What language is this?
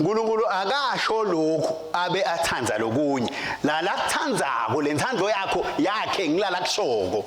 Swati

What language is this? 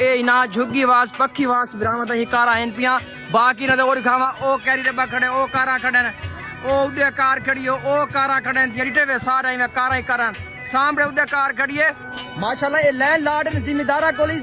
Saraiki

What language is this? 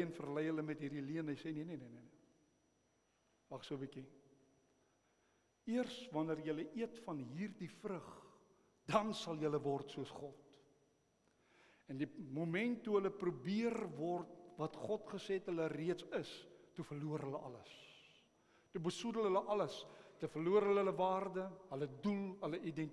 Afrikaans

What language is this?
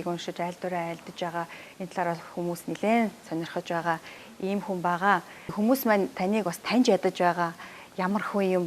Mongolian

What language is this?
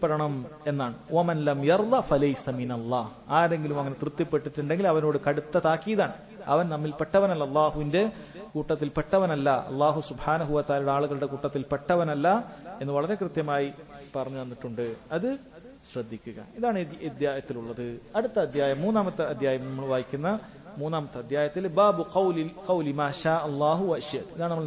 Malayalam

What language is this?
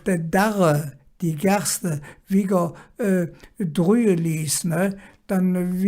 Colognian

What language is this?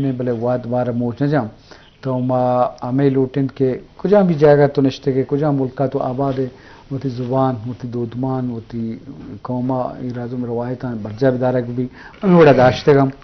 Eastern Balochi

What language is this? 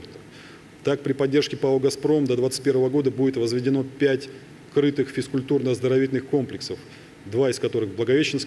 Russian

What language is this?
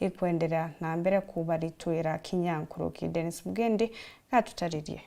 Meru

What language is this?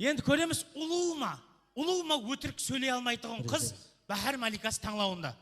Kara-Kalpak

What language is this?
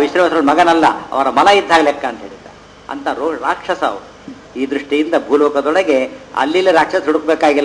Kannada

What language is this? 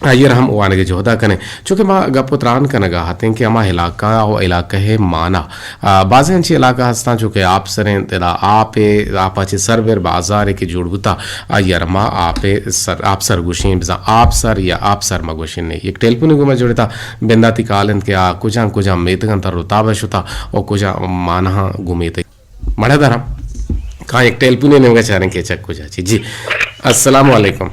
Eastern Balochi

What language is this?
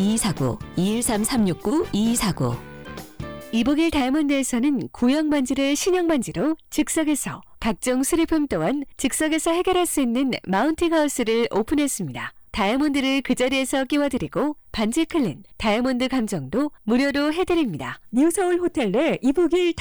Korean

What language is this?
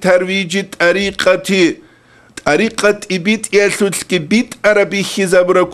Avaric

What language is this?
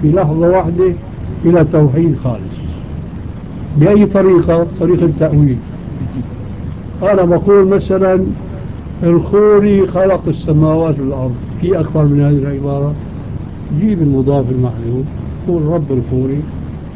Arabic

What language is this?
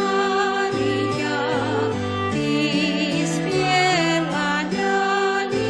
Slovak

